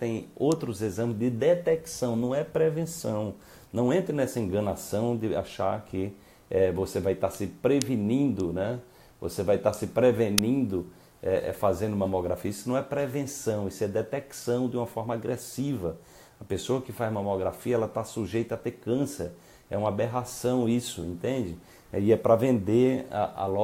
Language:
Portuguese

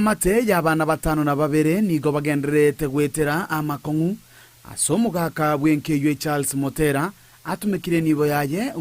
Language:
Gusii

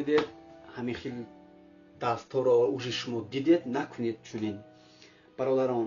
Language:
Tajik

